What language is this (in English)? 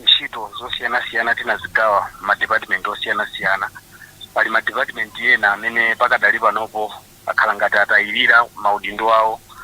Nyanja